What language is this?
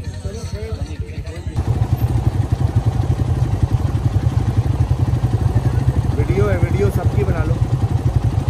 Hindi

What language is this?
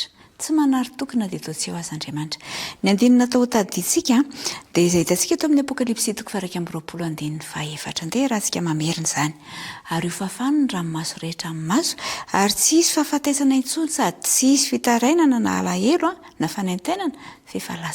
Malagasy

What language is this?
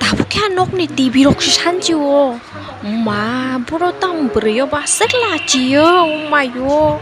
Kok Borok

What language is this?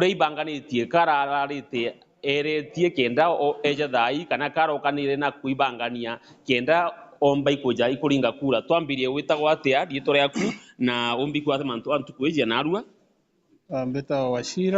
Meru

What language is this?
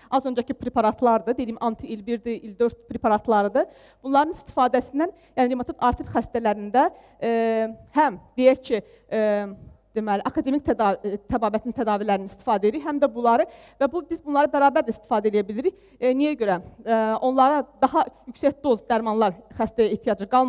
Azerbaijani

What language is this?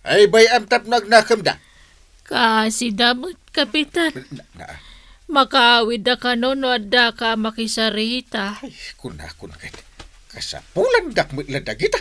Iloko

